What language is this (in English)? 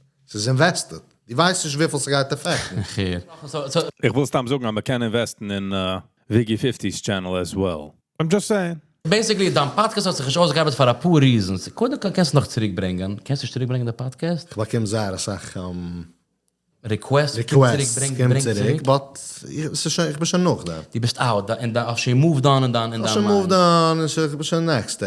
Yiddish